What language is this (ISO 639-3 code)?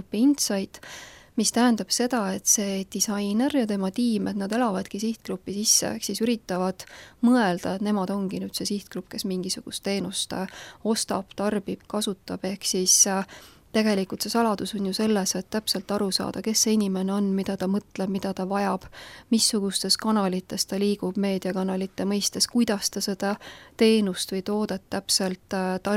est